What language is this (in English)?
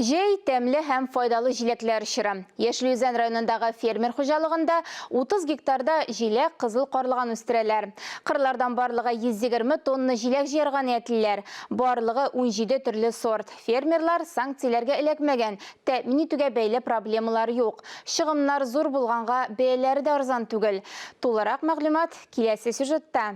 Tatar